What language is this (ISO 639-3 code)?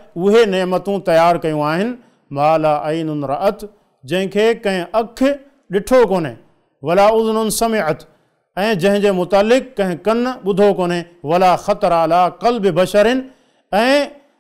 snd